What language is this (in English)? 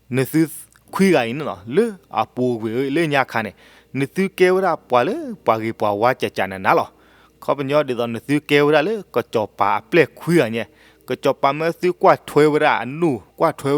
S'gaw Karen